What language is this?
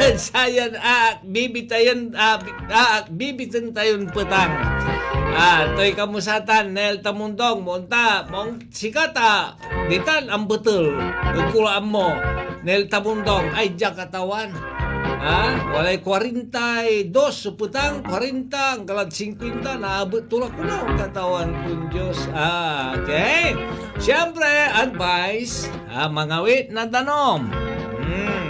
Pangasinan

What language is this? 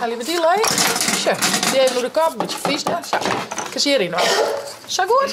Western Frisian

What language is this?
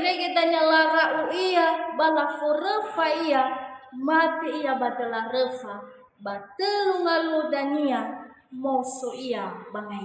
Nias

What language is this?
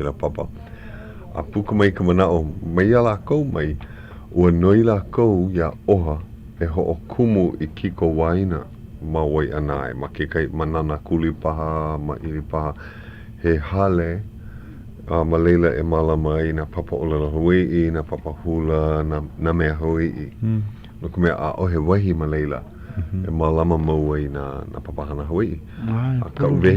Hawaiian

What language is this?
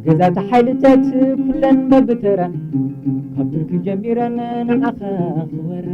Tigrinya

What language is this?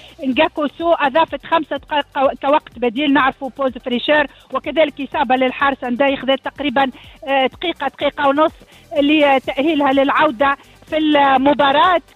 Tunisian Arabic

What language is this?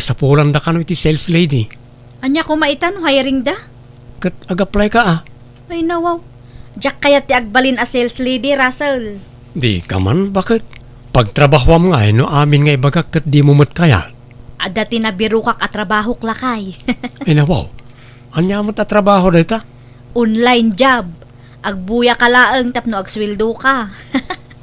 Iloko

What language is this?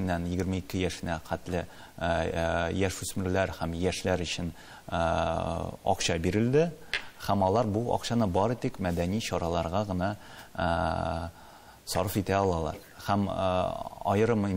Tatar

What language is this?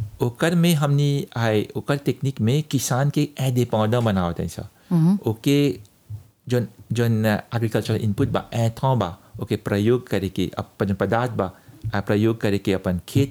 Bhojpuri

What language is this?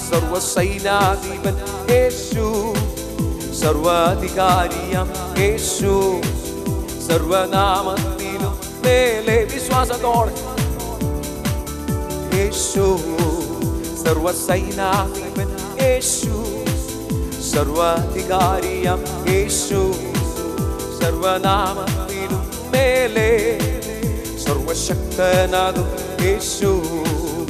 Malayalam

